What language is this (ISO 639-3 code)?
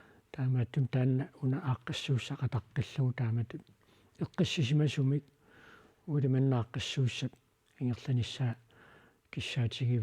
kal